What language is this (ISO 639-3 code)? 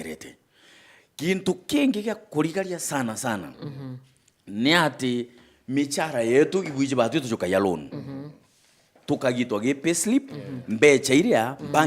mer